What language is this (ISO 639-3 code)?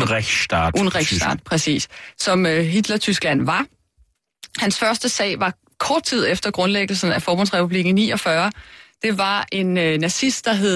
dan